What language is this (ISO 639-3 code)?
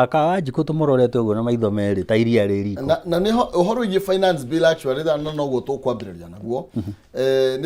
kik